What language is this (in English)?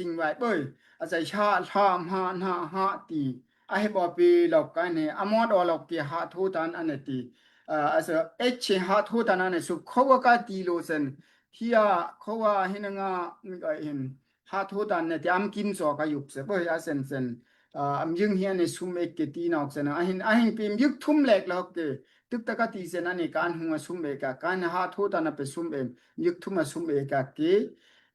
Daai Chin